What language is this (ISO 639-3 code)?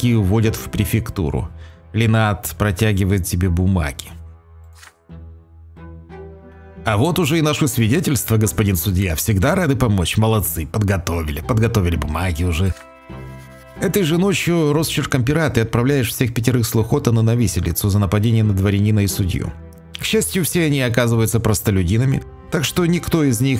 rus